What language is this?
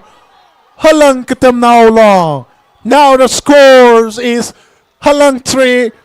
Tangkhul Naga (India)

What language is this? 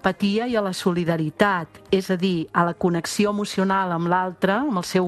Catalan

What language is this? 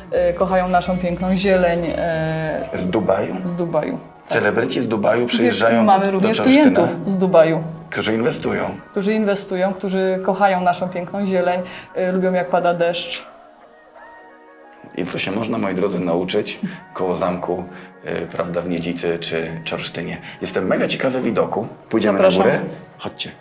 Polish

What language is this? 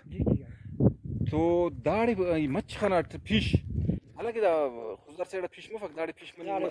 Brahui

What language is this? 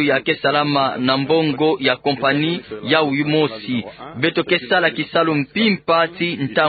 Kituba (Democratic Republic of Congo)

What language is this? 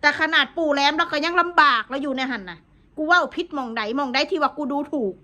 Northeastern Thai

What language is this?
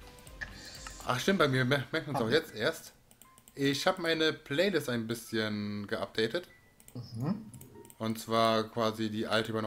German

